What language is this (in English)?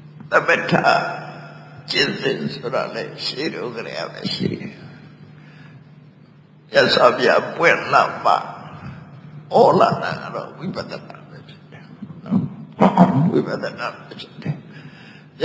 Burmese